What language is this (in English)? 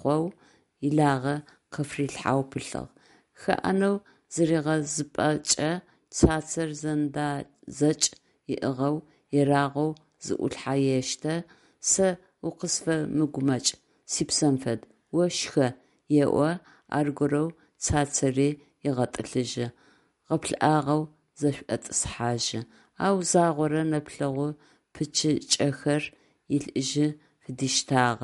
Adyghe